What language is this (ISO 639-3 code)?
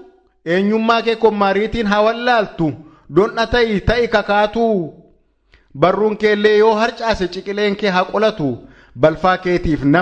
orm